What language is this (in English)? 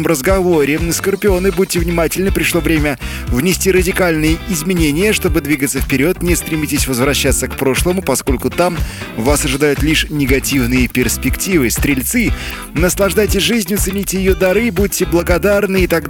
Russian